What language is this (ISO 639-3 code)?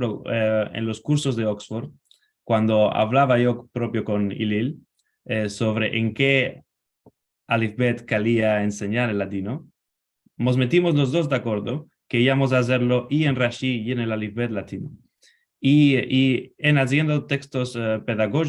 lad